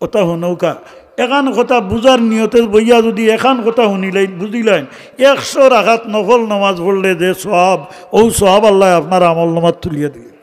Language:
Sylheti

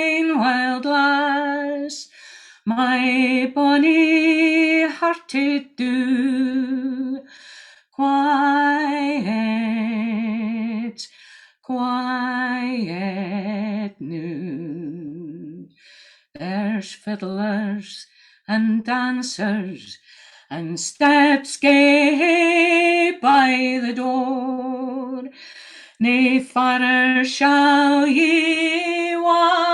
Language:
Scots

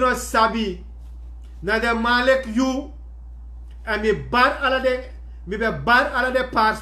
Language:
Sranan Tongo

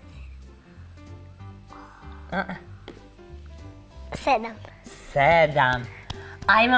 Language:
Croatian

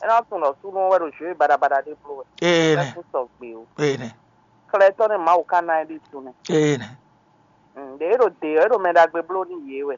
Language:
Fon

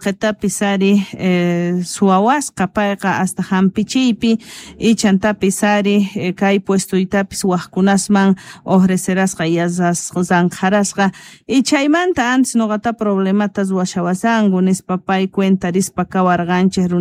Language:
South Bolivian Quechua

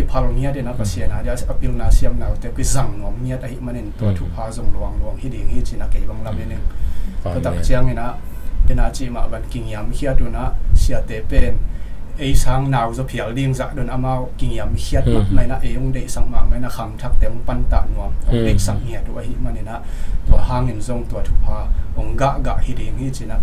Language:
Tedim Chin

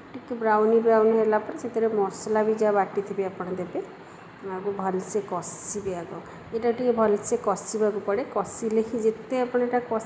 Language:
Odia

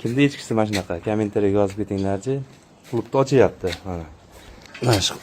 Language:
Uzbek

